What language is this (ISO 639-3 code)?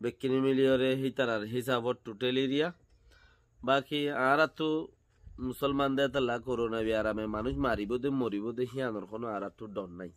rhg